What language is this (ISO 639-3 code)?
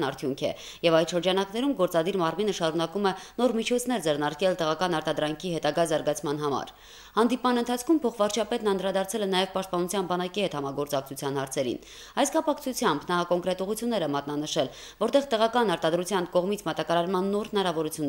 hye